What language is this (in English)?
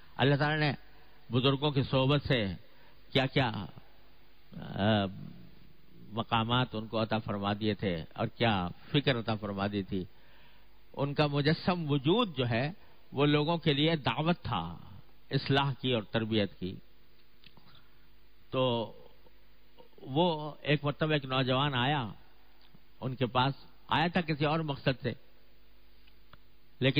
Urdu